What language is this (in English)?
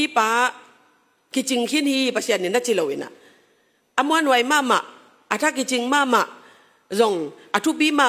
Tedim Chin